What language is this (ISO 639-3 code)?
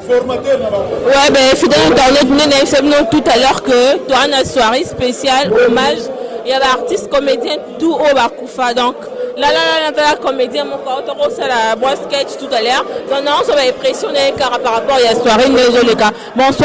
lin